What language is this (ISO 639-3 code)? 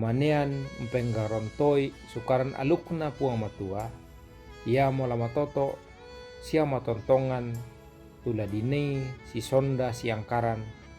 sda